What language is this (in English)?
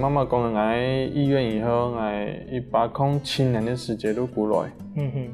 Hakka Chinese